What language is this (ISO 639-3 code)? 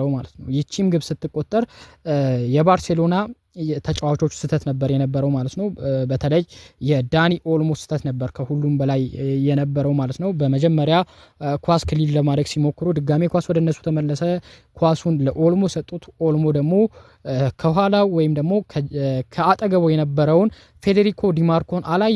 amh